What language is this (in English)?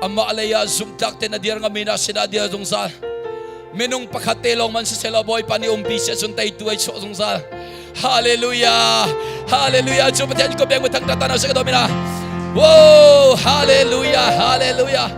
Hakha Chin